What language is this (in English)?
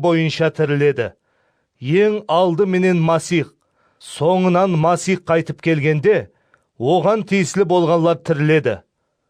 Kara-Kalpak